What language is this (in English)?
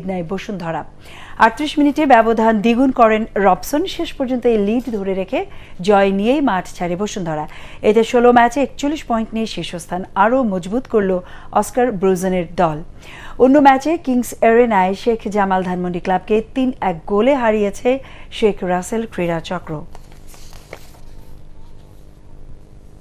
Bangla